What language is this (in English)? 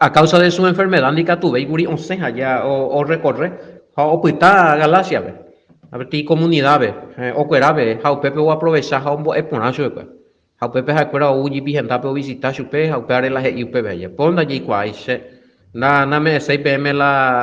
Guarani